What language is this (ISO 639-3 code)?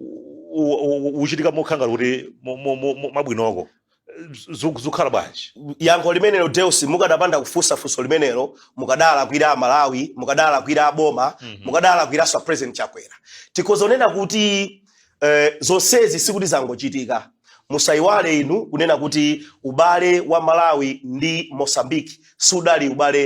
nya